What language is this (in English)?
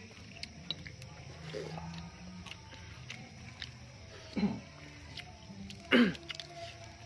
Lao